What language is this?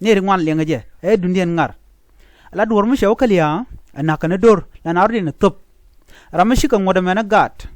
Nuer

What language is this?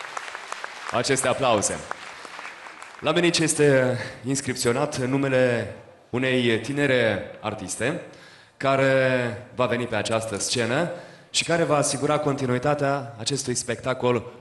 Romanian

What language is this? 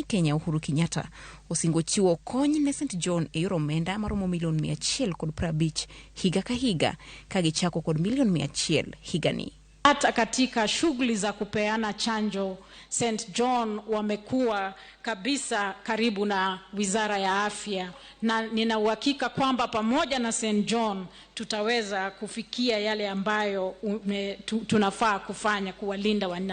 Luo (Kenya and Tanzania)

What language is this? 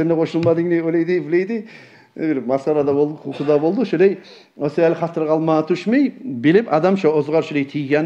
Kumyk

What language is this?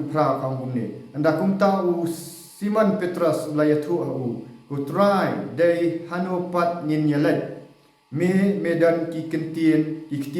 Khasi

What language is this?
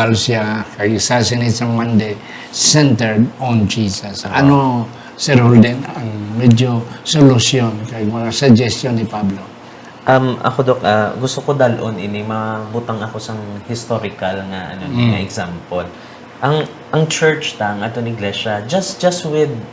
Hiligaynon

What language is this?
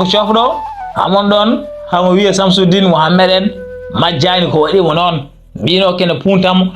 Fula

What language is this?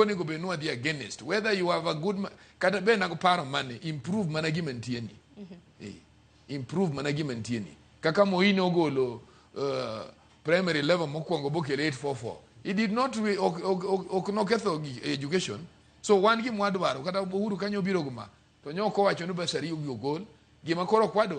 Luo (Kenya and Tanzania)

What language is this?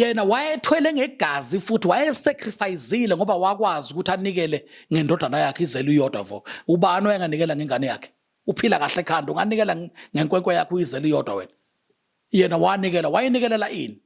Zulu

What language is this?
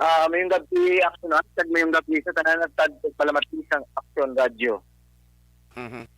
Hiligaynon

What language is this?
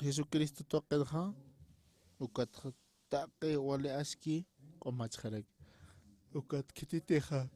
Aymara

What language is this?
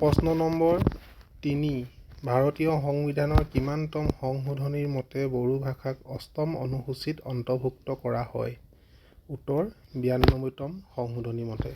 Assamese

